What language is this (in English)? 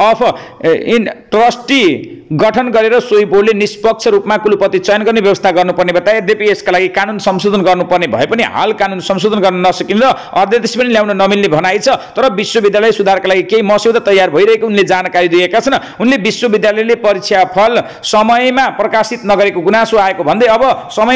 Nepali